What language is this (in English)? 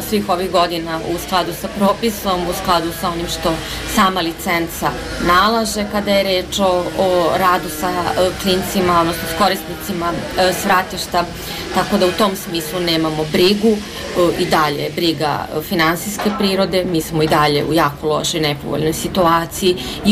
Serbian